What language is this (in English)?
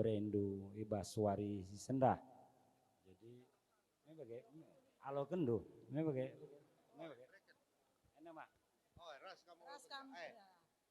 Batak Karo